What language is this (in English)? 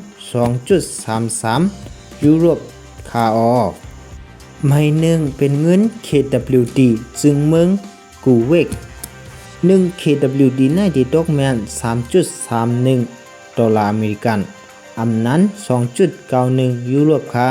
Shan